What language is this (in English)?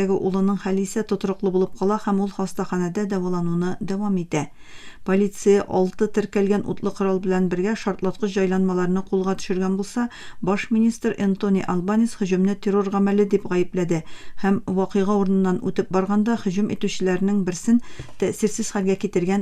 Tatar